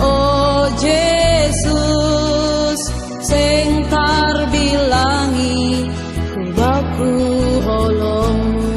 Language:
Batak Simalungun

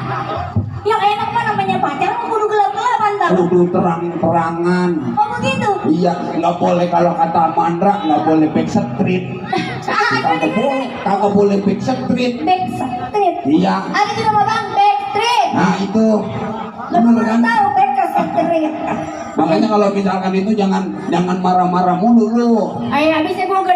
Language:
Betawi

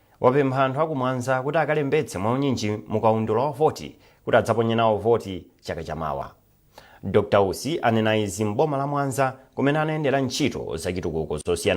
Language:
Nyanja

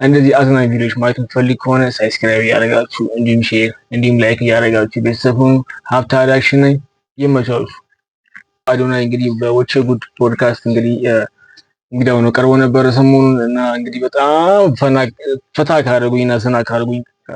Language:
Amharic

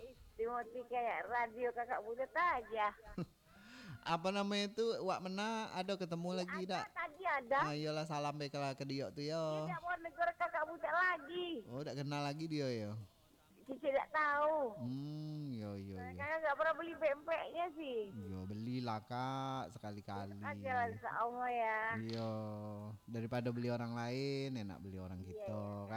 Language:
Minangkabau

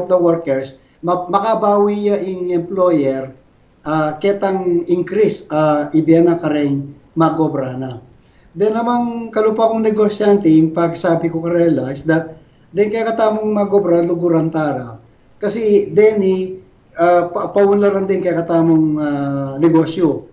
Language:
Pampanga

